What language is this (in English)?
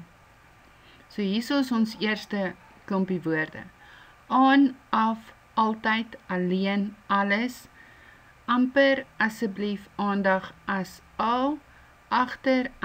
Afrikaans